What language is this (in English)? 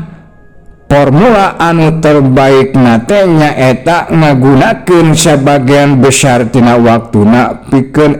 Sundanese